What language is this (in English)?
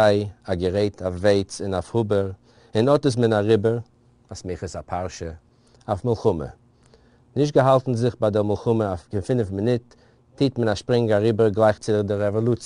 Yiddish